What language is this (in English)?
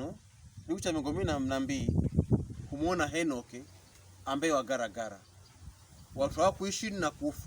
Pokomo